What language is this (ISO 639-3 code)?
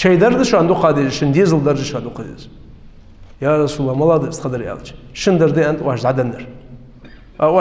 inh